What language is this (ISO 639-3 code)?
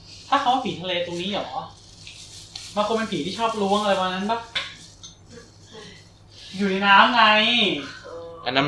tha